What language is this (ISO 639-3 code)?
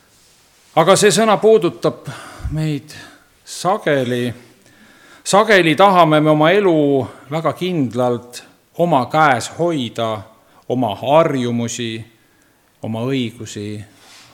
est